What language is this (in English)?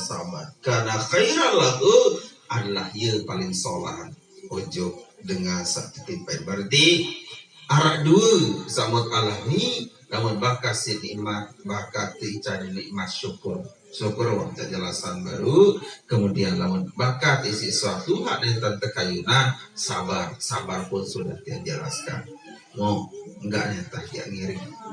Sasak